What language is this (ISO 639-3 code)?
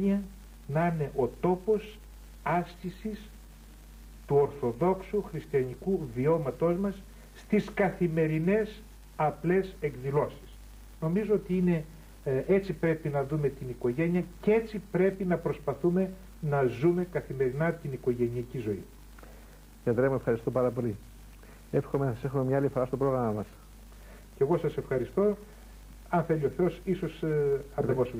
ell